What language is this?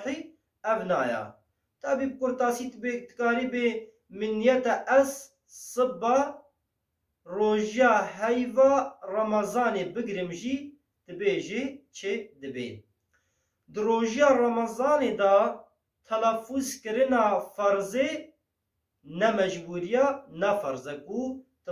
Kurdish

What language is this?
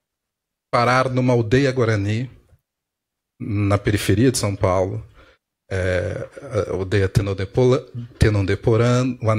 Portuguese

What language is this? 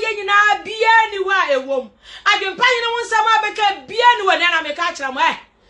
Akan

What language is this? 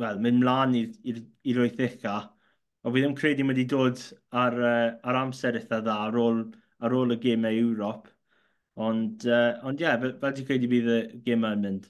Welsh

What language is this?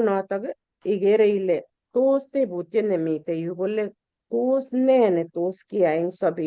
Kalenjin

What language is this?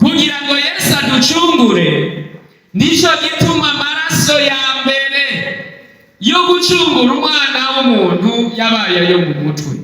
Rundi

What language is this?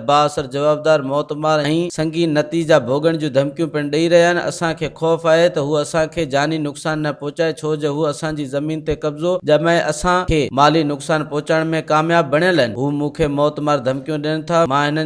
Sindhi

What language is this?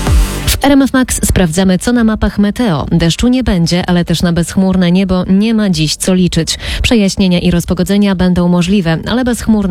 Polish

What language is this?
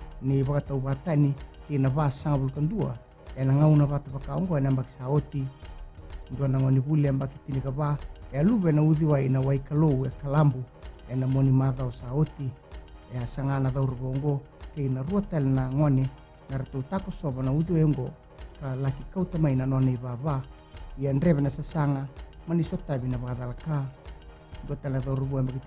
Fijian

